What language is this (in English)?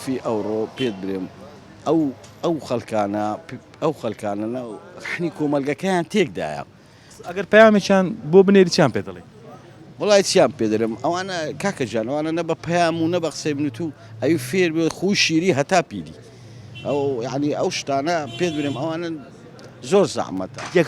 Central Kurdish